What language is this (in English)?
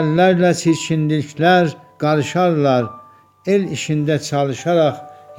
South Azerbaijani